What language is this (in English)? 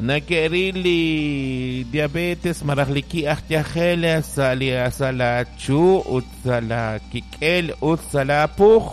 Kekchí